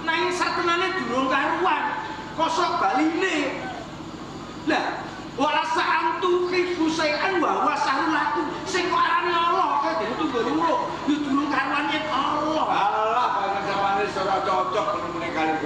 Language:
Javanese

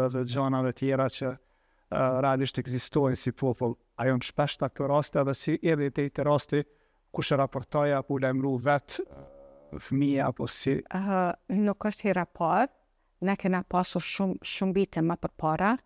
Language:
Albanian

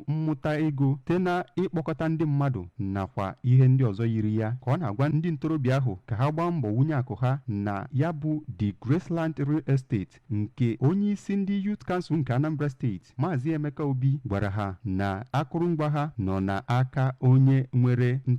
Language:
Igbo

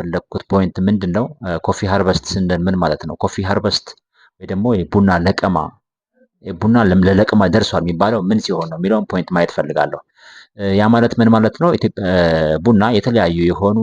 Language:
Amharic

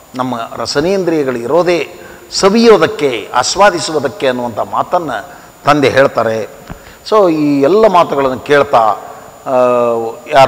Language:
Kannada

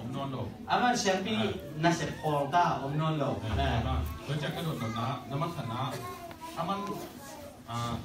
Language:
Tedim Chin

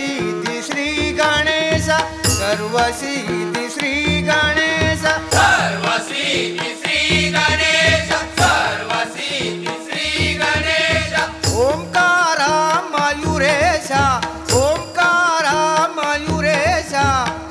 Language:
Marathi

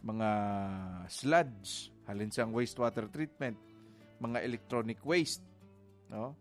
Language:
Hiligaynon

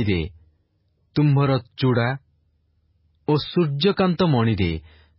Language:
Odia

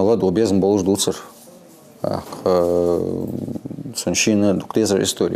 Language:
Ingush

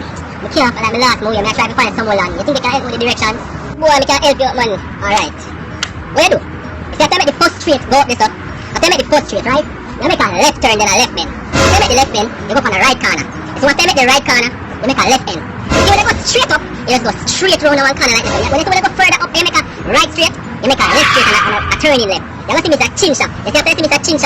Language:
Jamaican Creole English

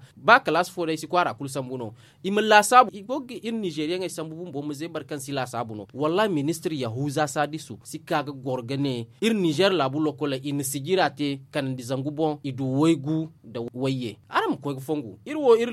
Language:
Zarma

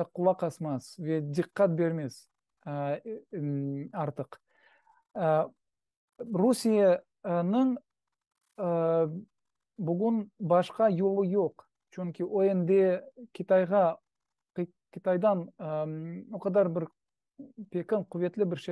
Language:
Crimean Tatar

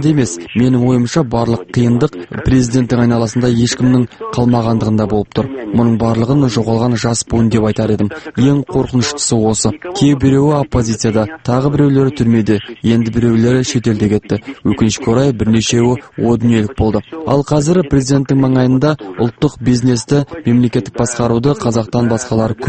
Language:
Kazakh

